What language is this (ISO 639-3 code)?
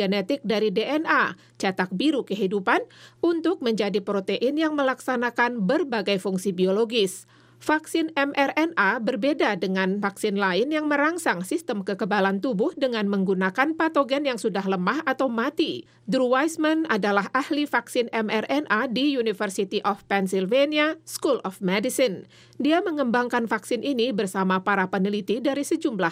ind